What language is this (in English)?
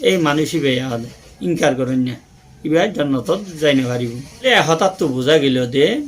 Rohingya